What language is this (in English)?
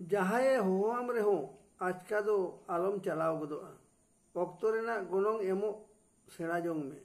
Santali